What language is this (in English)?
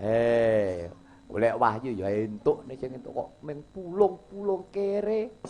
Javanese